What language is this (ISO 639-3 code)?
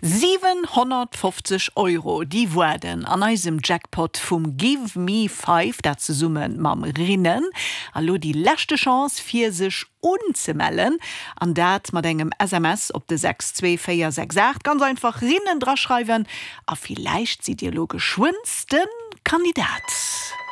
ltz